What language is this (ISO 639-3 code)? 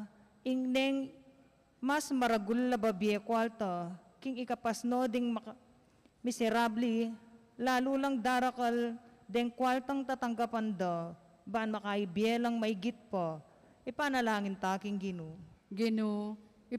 pam